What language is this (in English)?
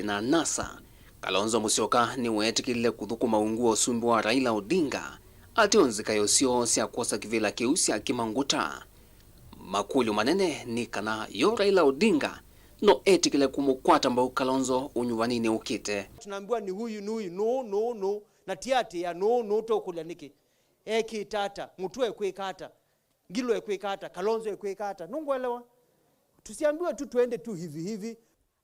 Kamba